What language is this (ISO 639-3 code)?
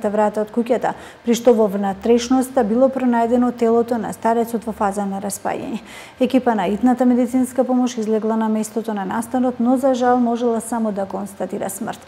mkd